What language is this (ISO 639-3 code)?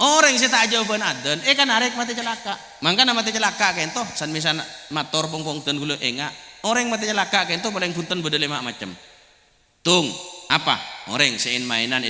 mad